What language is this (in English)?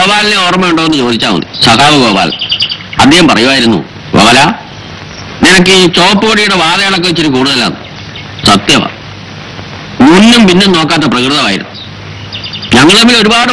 Malayalam